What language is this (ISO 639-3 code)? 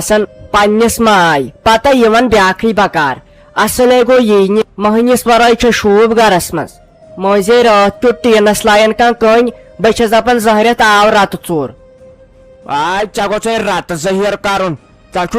kas